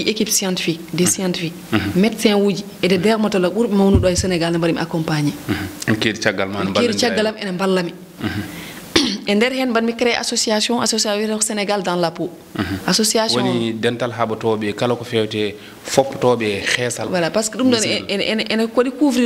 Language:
Fula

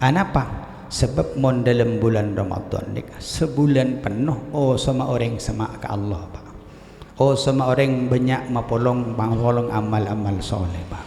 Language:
Madurese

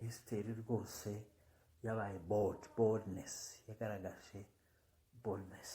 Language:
Kinyarwanda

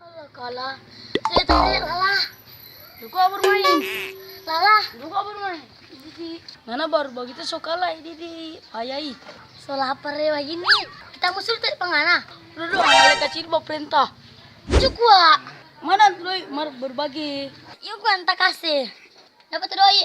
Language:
Manado Malay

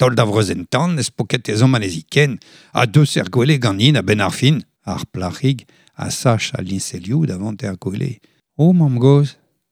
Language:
Breton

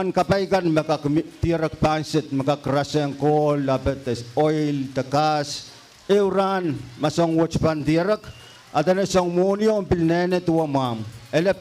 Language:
Pohnpeian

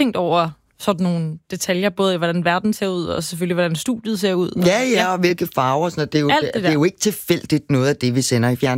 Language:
Danish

